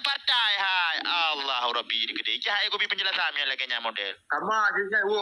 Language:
Achinese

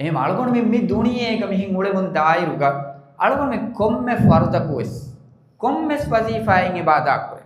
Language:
Divehi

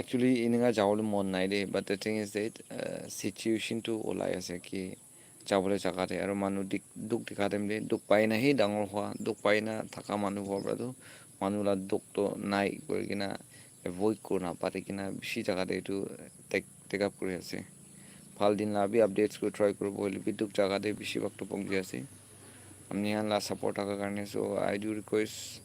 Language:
Naga Pidgin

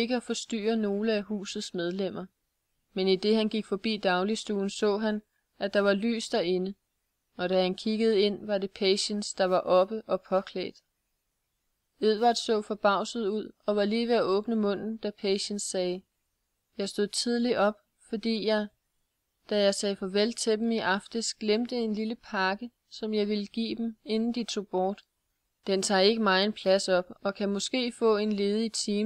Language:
Danish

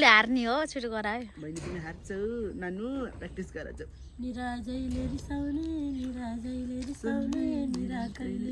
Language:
Nepali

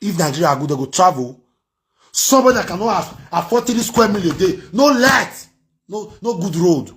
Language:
Nigerian Pidgin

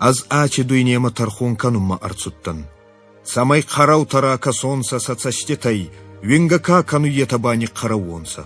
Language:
Ossetic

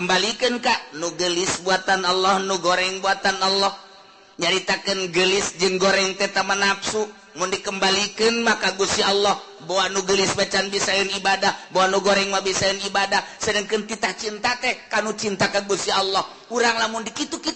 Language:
Sundanese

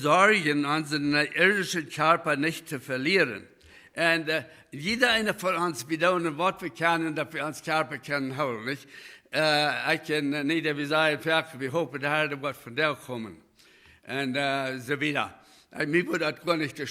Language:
Plautdietsch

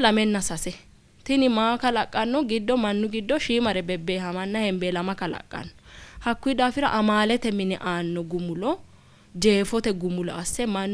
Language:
Sidamo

